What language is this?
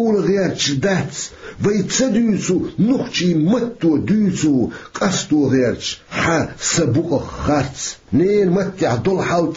Chechen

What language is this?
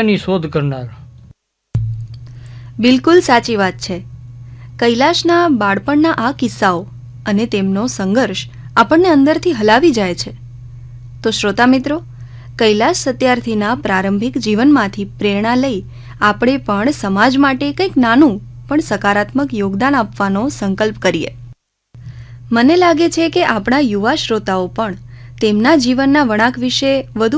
Gujarati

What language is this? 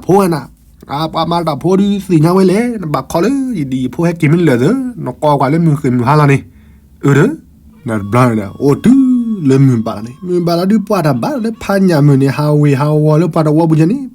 S'gaw Karen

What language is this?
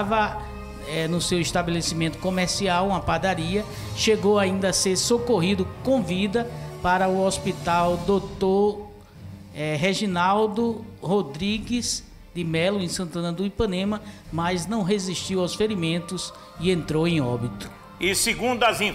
Portuguese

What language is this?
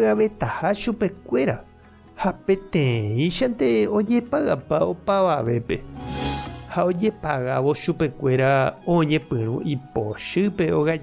Guarani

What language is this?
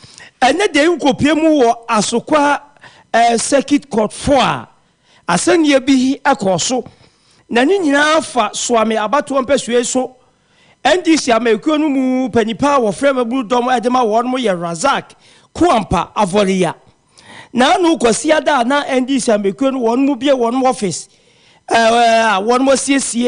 Akan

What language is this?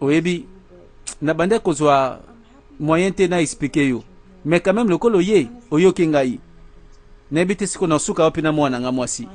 Lingala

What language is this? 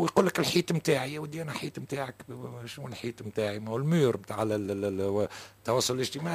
Tunisian Arabic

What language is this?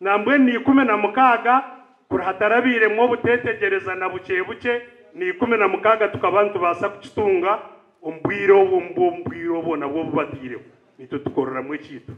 Nyankole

